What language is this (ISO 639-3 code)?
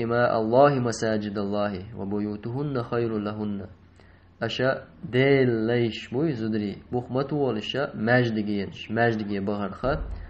che